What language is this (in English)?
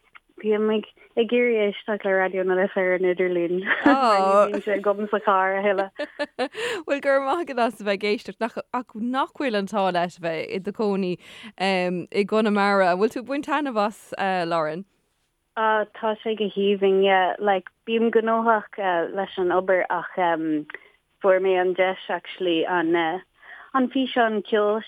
Irish